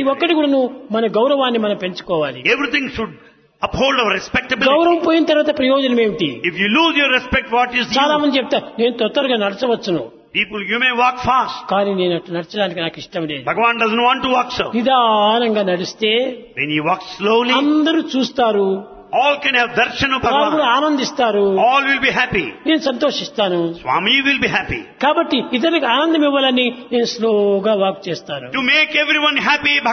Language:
Telugu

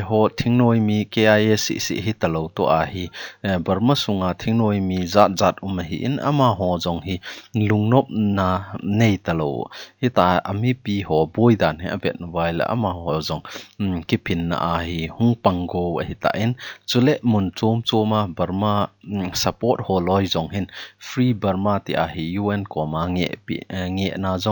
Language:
Thado Chin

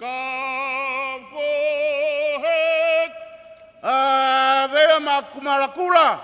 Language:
Tongan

